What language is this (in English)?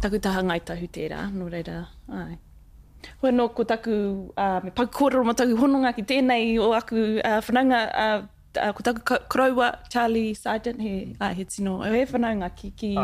Māori